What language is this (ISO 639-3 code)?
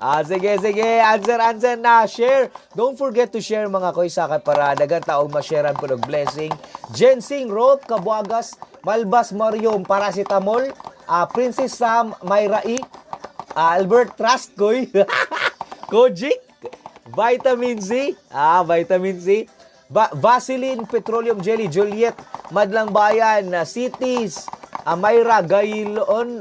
ceb